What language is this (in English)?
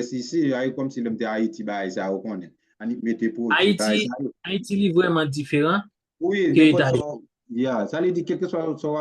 Haitian Creole